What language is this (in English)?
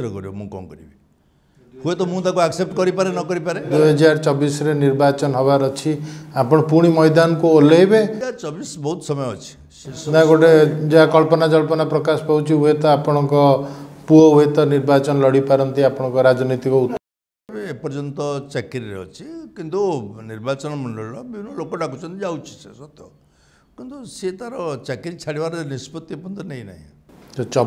Odia